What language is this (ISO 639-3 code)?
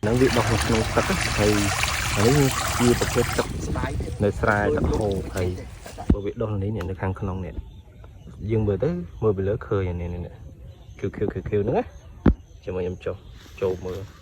khm